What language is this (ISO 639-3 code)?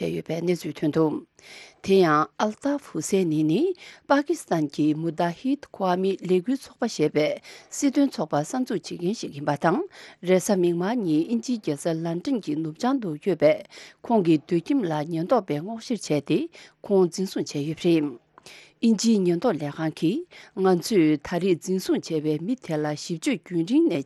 bod